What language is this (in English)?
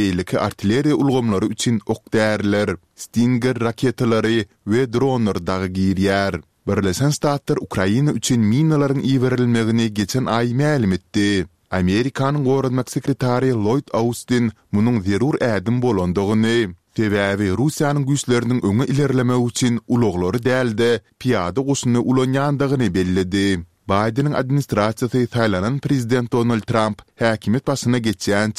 Turkmen